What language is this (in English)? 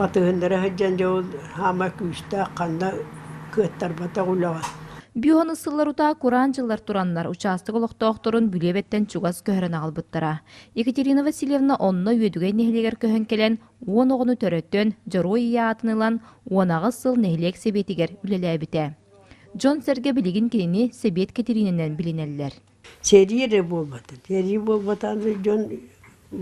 Yakut